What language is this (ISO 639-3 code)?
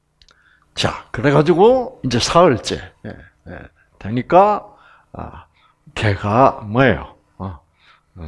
kor